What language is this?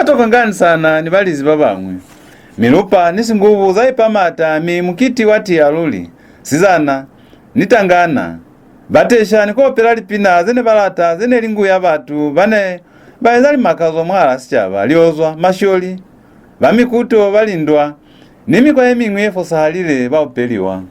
Lozi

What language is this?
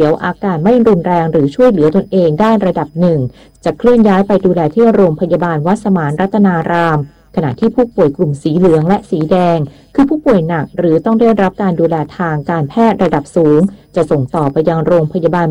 Thai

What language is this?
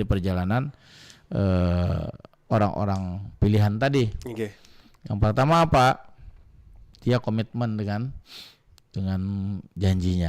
Banjar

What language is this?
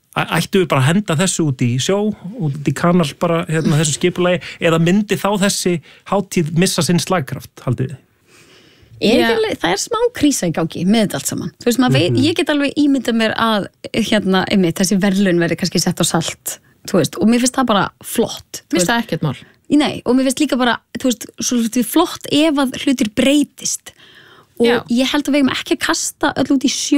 Icelandic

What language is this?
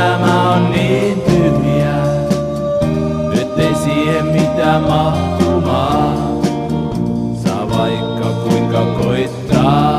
Finnish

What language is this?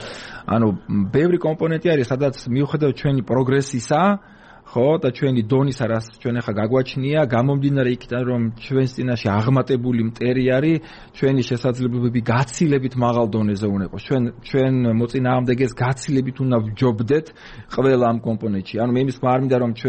Georgian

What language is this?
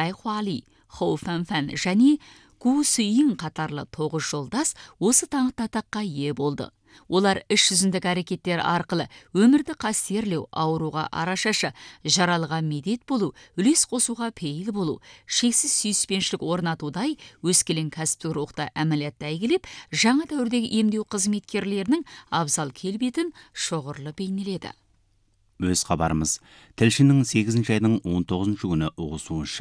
Kazakh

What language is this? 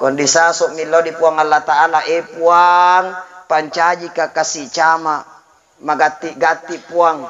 Buginese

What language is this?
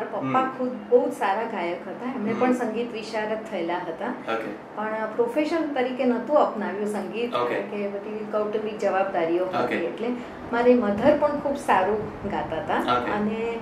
Gujarati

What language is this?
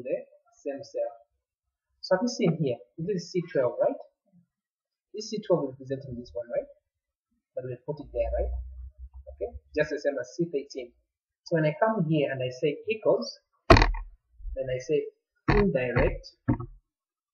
English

